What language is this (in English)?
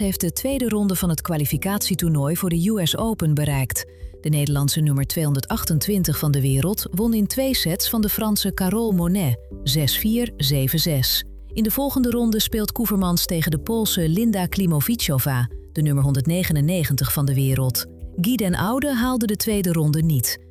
Dutch